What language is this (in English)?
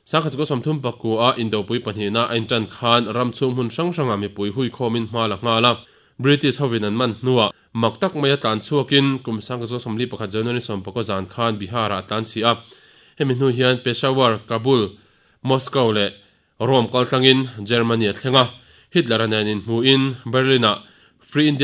Mizo